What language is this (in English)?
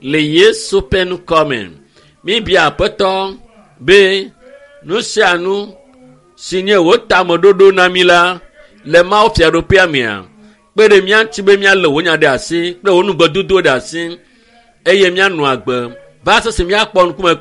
Ewe